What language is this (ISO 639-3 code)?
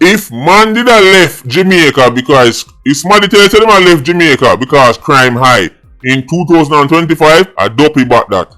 jam